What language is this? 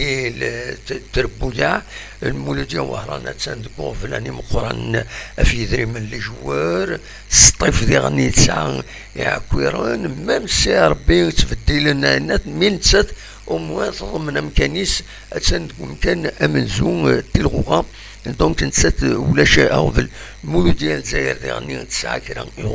Kabyle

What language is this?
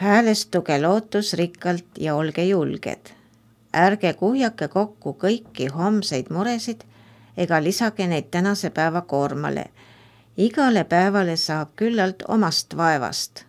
Estonian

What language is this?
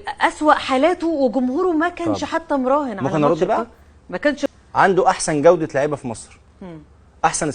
Egyptian Arabic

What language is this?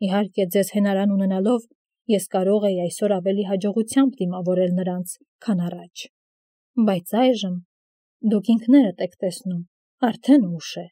Armenian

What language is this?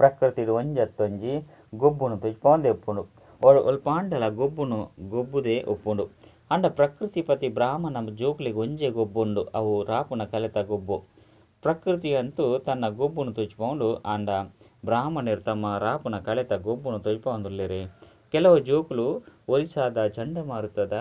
Tulu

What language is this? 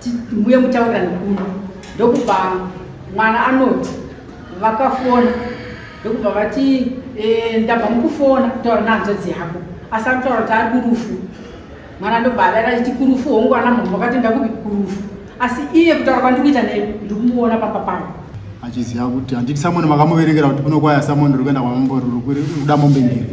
Shona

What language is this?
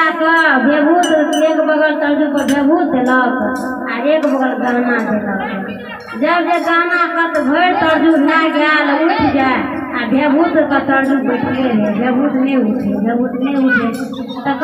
Maithili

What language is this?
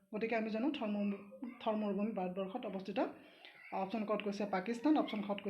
Assamese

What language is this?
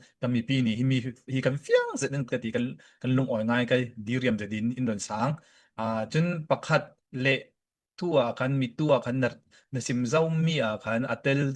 Hakha Chin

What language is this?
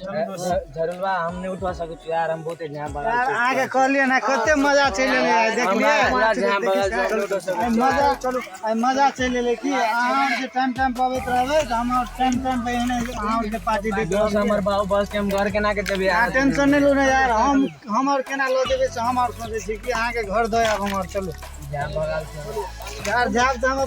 Maithili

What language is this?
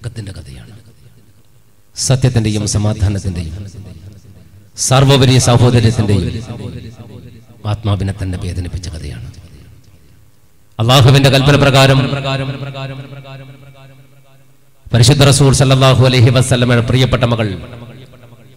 Malayalam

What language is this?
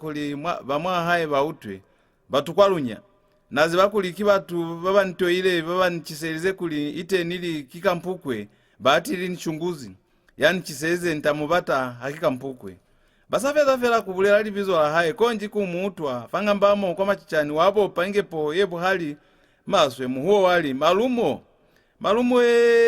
Lozi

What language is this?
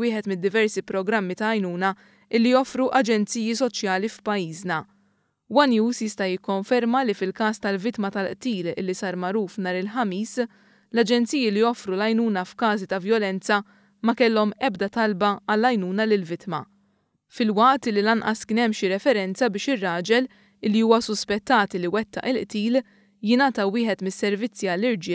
Maltese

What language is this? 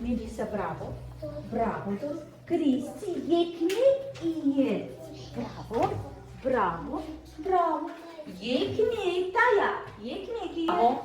Gagauz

